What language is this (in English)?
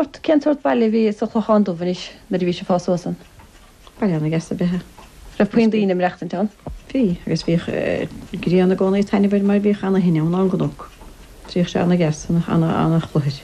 Irish